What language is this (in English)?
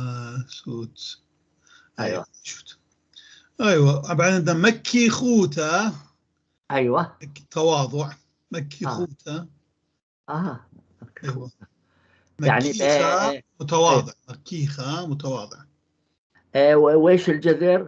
North Levantine Arabic